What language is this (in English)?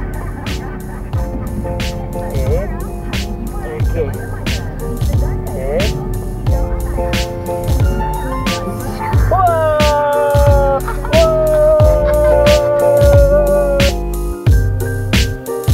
Malay